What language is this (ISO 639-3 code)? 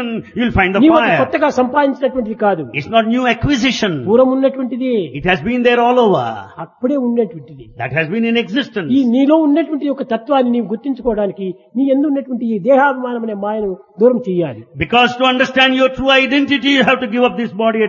tel